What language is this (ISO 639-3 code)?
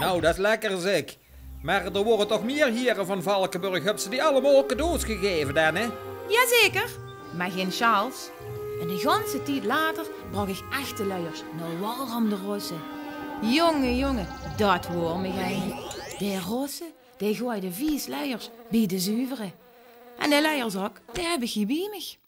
lim